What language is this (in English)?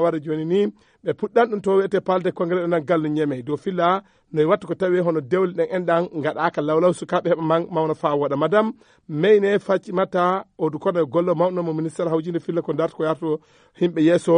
Fula